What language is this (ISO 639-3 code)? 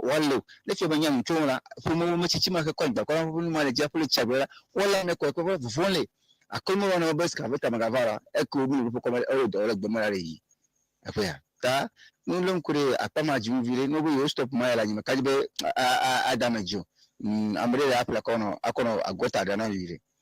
ewe